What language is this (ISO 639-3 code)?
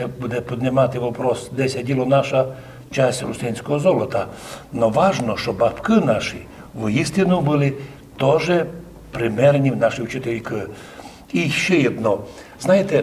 rue